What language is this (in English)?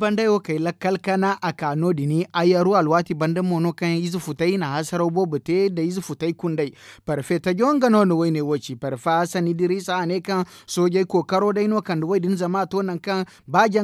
Zarma